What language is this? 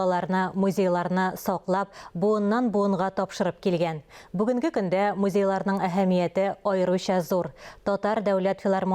Tatar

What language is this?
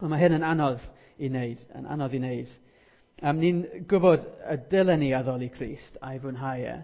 Welsh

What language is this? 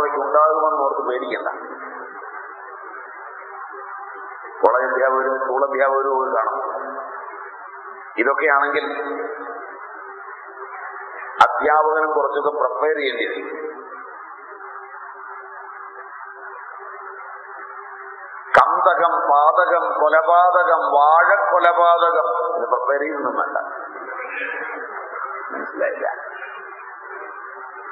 Malayalam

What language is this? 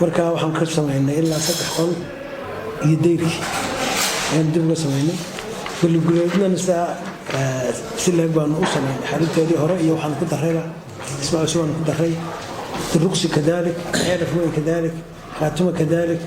Somali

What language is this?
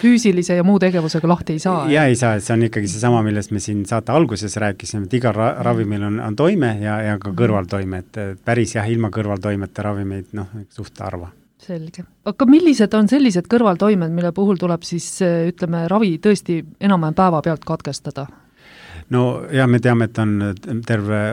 Estonian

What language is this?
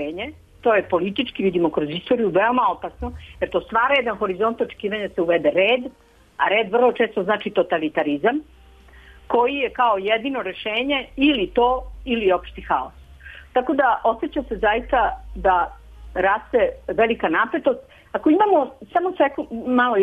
Serbian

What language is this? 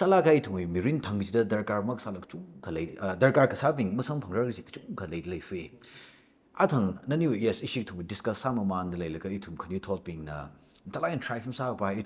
Tangkhul Naga (India)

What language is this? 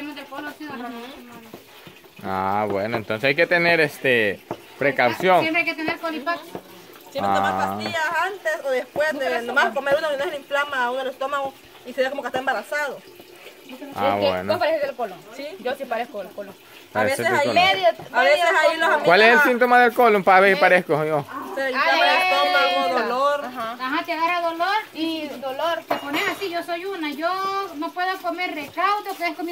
Spanish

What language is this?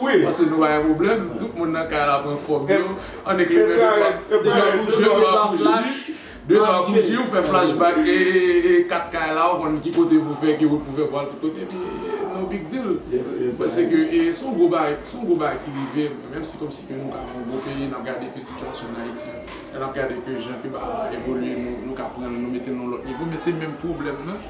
Haitian Creole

